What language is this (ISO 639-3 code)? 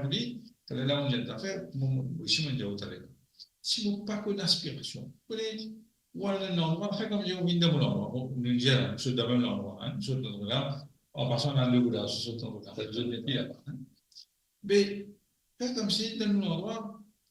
mfe